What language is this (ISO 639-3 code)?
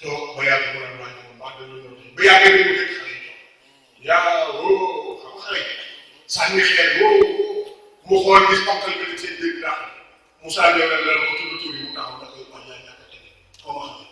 wol